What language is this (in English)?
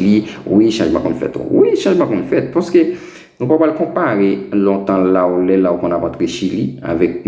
Haitian Creole